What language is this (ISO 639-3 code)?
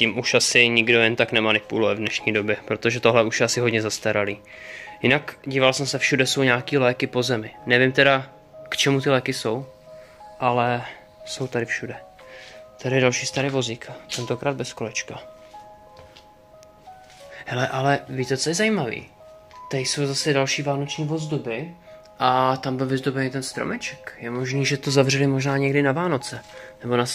ces